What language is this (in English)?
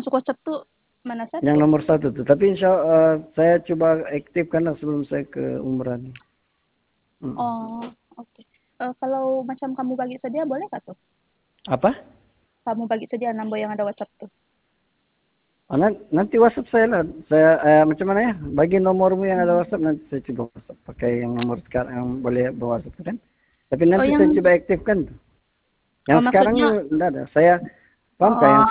Indonesian